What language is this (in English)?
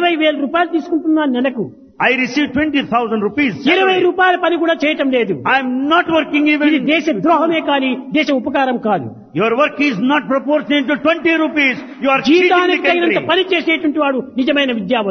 Telugu